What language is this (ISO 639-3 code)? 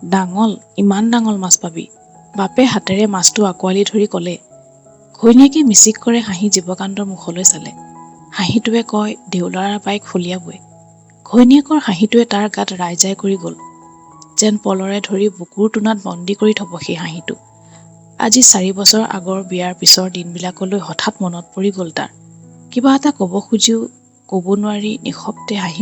asm